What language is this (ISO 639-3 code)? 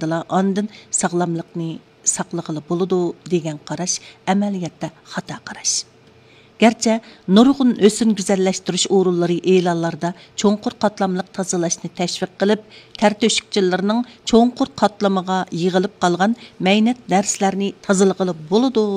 uig